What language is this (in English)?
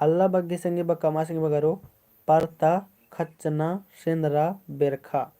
Kurukh